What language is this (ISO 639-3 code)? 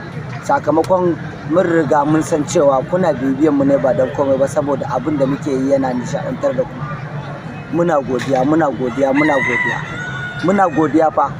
hau